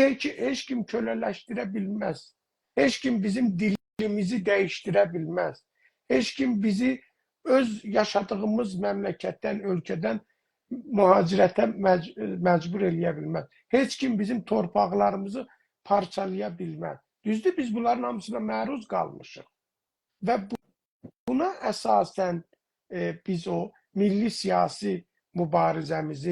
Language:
South Azerbaijani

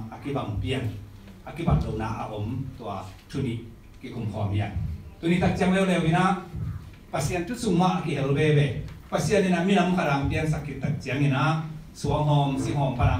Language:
Tedim Chin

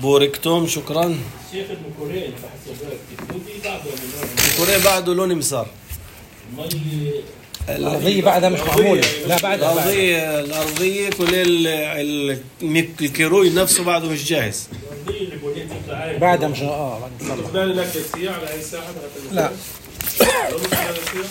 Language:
North Levantine Arabic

